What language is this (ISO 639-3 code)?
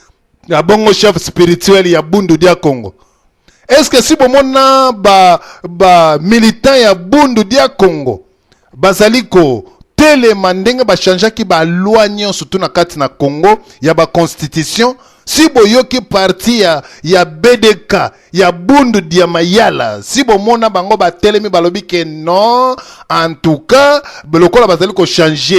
lin